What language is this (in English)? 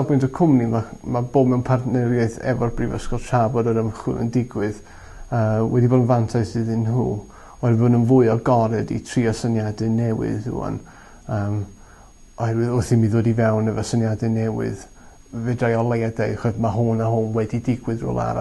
Welsh